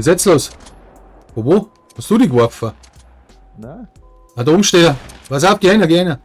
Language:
Bavarian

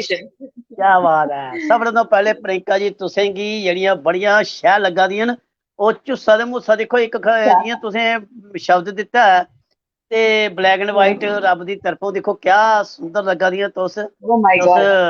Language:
Dogri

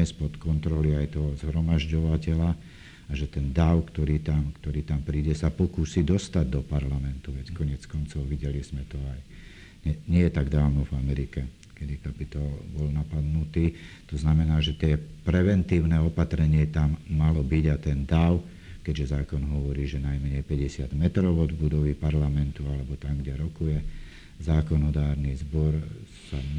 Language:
Slovak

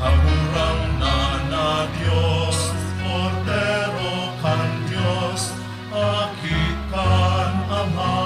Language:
Bikol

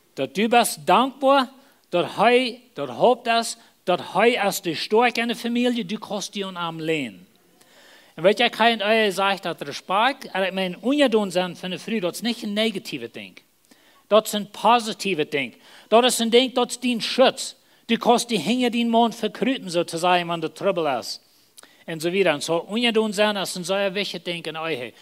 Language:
Plautdietsch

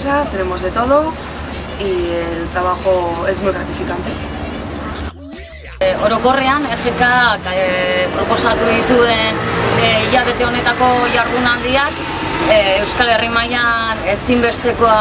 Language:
Basque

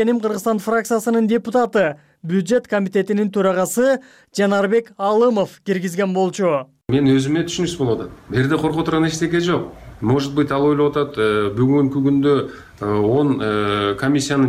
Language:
Kyrgyz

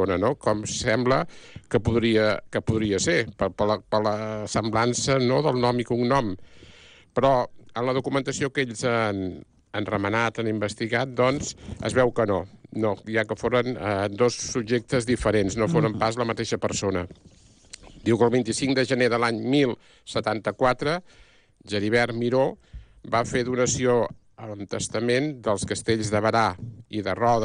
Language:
Catalan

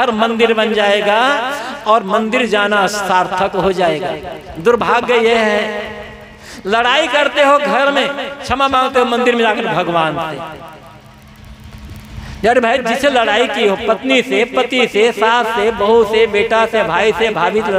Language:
Hindi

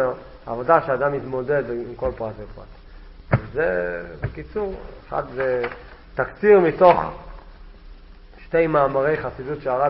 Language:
Hebrew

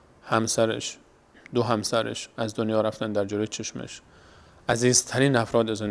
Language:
Persian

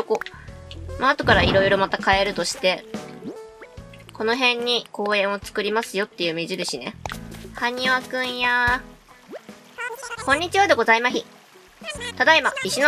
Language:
Japanese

